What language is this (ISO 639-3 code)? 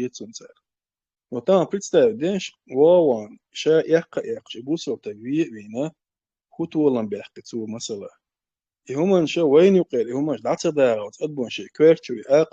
che